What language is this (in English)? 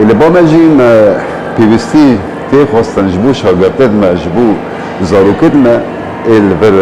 Kurdish